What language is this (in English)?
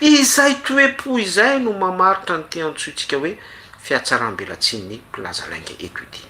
Malagasy